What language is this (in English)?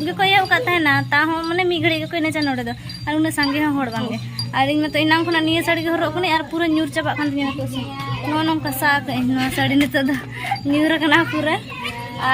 Santali